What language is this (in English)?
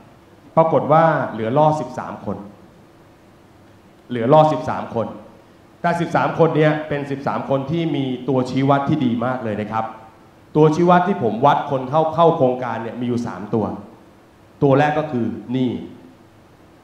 Thai